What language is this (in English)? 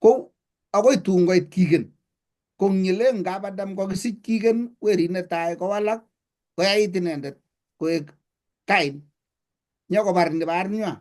Kalenjin